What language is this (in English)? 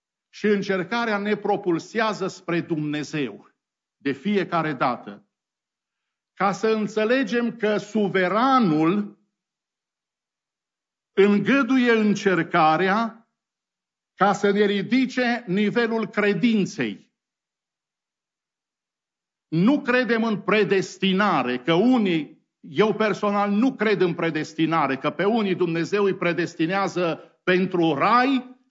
Romanian